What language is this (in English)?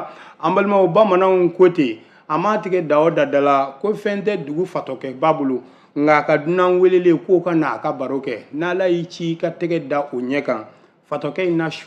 Bambara